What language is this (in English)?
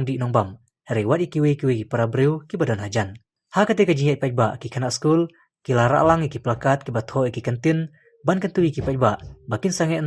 Khasi